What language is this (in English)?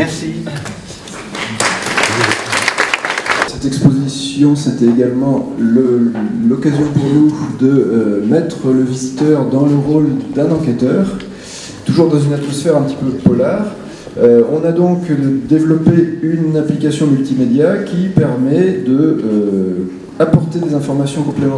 French